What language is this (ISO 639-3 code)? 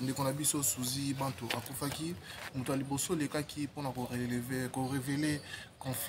lin